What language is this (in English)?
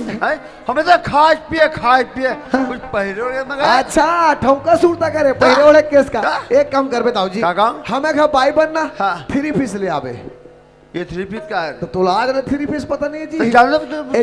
Chhattisgarhi